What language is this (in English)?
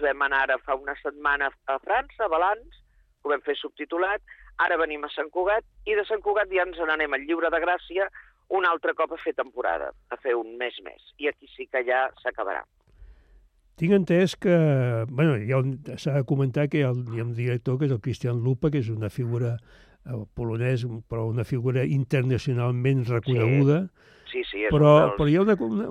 Catalan